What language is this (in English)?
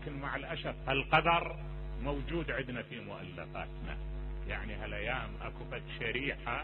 Mesopotamian Arabic